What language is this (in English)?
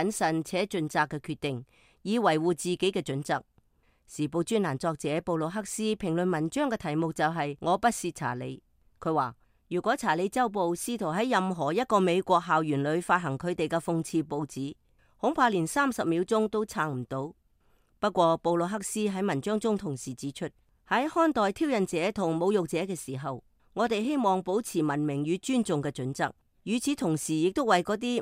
Cantonese